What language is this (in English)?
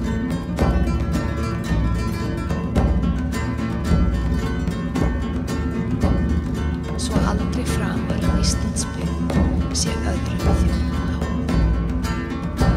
Icelandic